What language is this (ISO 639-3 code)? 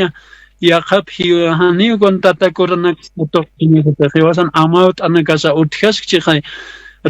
aym